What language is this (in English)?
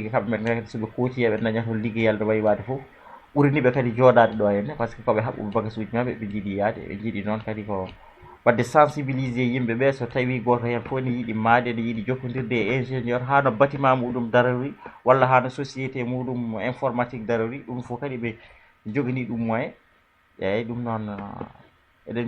Fula